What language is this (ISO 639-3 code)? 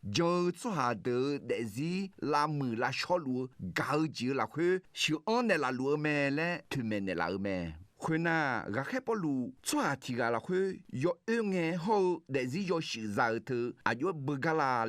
ahk